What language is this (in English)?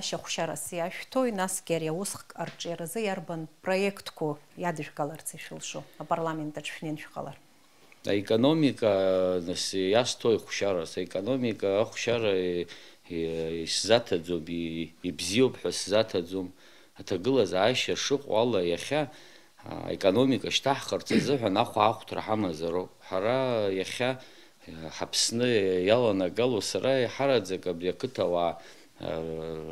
Abkhazian